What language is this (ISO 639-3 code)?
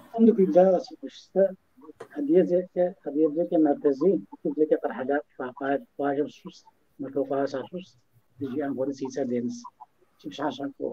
kbd